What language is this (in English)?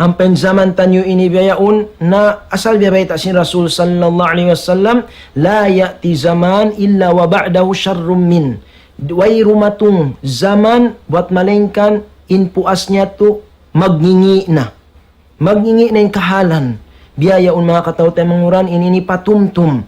Tausug